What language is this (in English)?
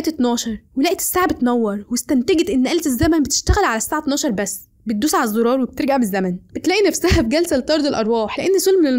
Egyptian Arabic